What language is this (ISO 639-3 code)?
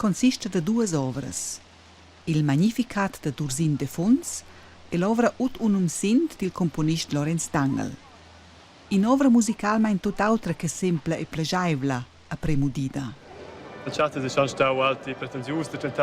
roh